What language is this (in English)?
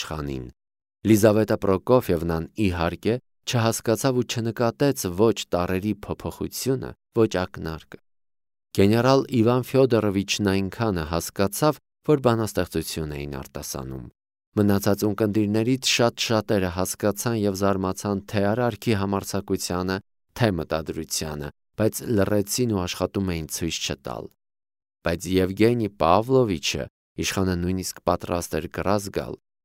Armenian